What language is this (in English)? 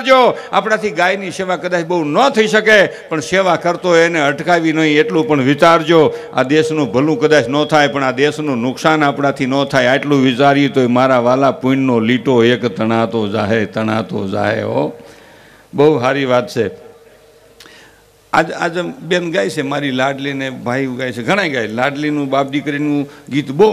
Gujarati